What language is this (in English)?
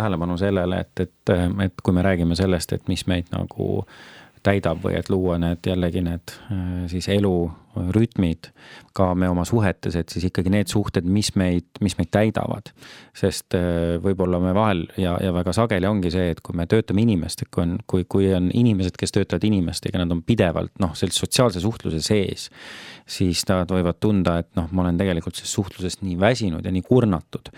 Estonian